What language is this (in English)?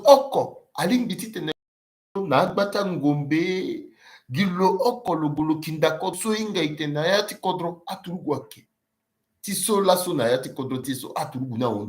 Sango